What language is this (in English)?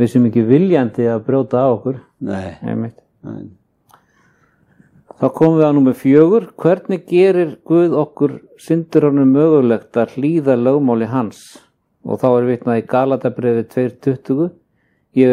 Icelandic